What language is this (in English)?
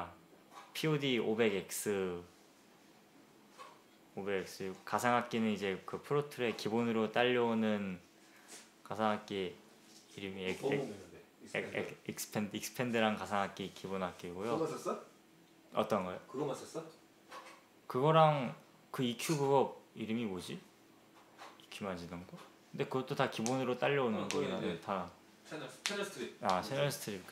Korean